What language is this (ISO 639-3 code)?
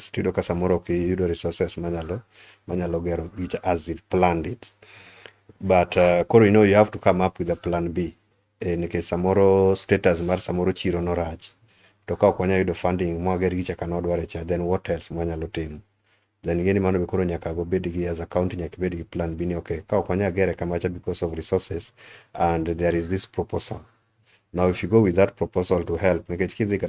luo